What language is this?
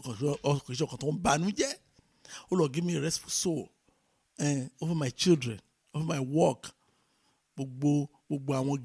Yoruba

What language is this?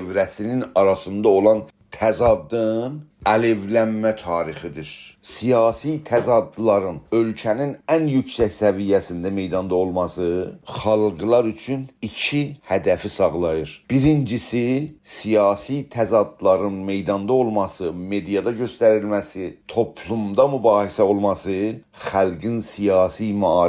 South Azerbaijani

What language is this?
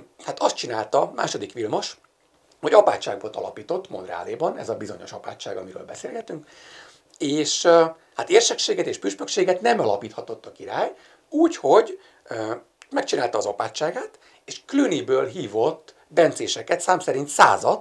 Hungarian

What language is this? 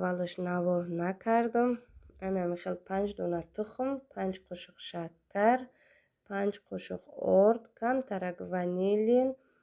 Tajik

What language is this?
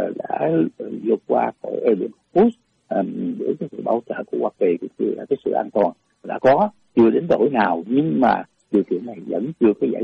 Vietnamese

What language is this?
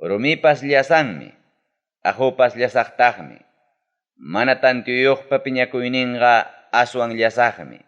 Ayacucho Quechua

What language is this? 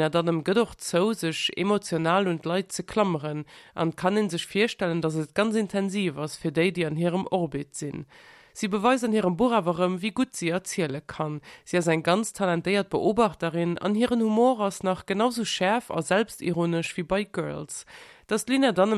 Luxembourgish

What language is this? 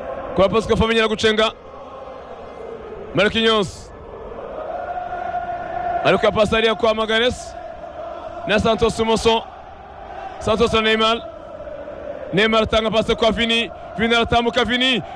Kinyarwanda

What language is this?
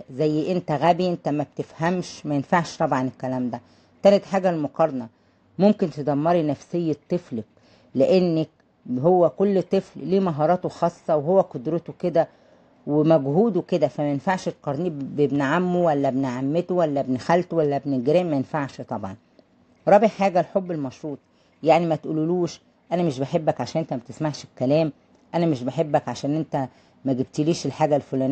Egyptian Arabic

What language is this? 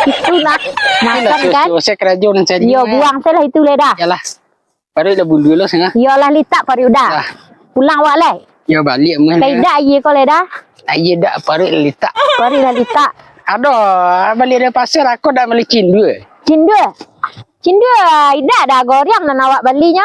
Minangkabau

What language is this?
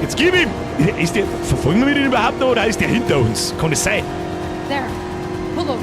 Bavarian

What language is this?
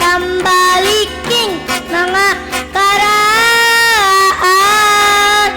Hiligaynon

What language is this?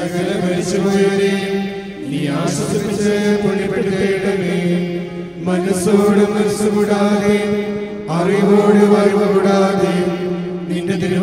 Malayalam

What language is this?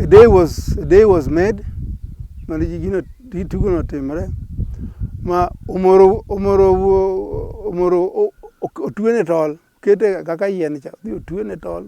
Luo (Kenya and Tanzania)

